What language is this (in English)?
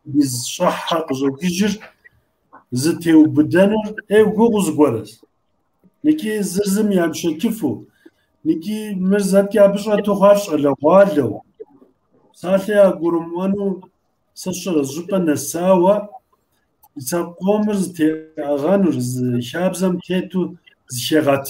Kabardian